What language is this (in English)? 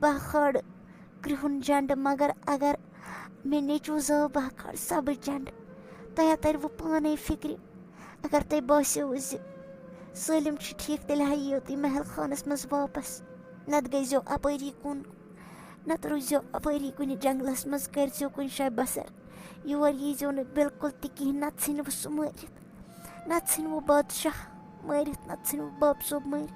Kashmiri